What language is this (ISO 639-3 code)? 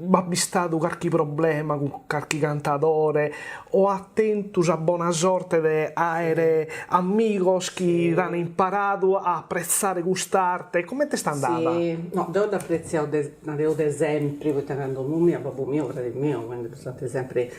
srd